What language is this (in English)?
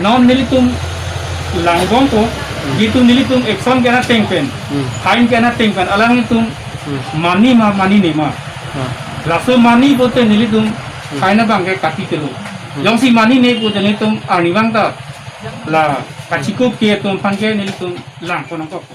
Karbi